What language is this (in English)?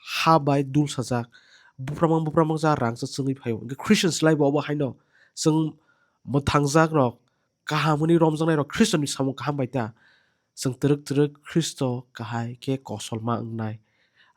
Kok Borok